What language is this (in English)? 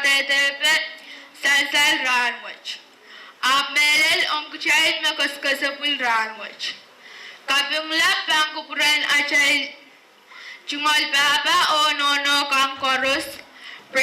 Pohnpeian